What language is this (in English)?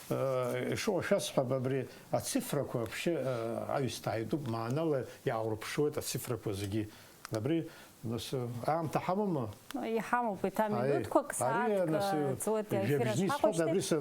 Abkhazian